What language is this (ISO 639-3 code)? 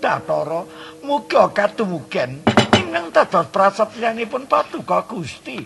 jav